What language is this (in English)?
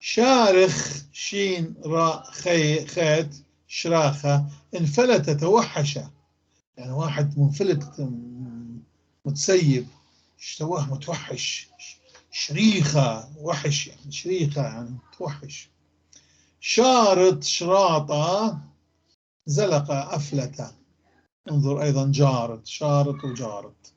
North Levantine Arabic